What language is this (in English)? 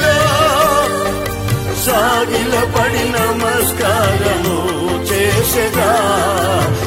Telugu